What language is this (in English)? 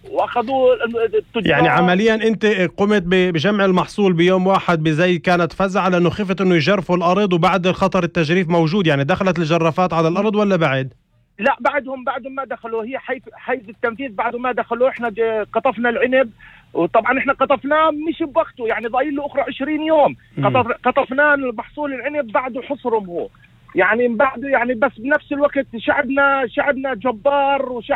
North Levantine Arabic